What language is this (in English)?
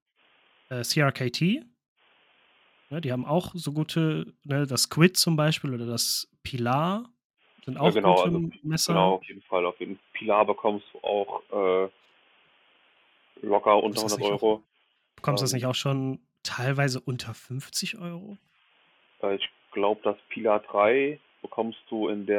German